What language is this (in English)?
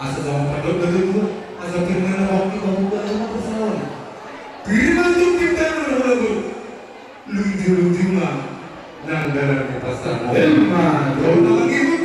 Batak Toba